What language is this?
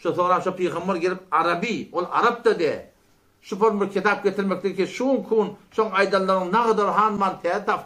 Turkmen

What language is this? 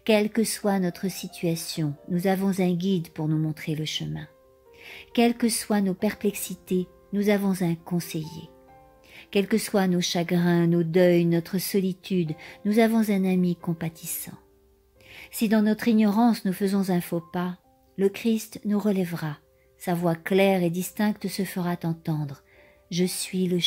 French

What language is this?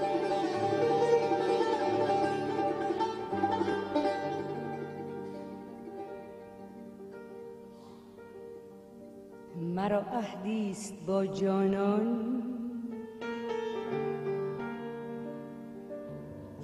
Persian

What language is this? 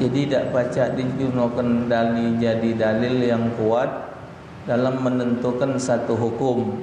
Musi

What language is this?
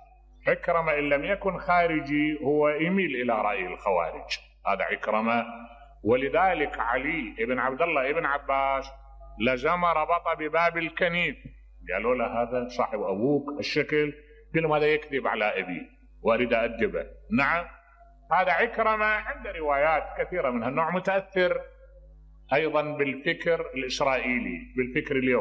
Mesopotamian Arabic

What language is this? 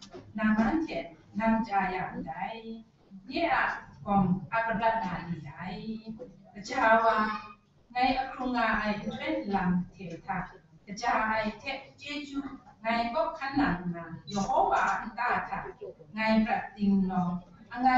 Kachin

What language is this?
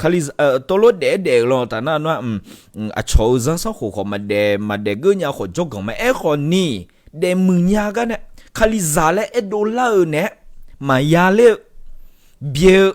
Akha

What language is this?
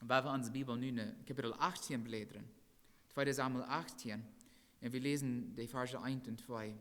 Plautdietsch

